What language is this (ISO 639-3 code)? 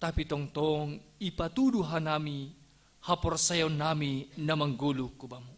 bts